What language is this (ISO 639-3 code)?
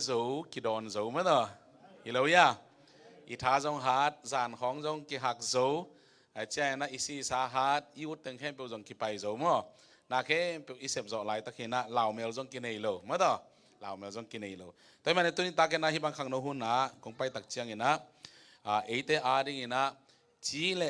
ctd